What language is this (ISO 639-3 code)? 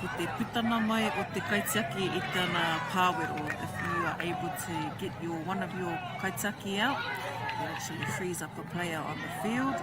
mri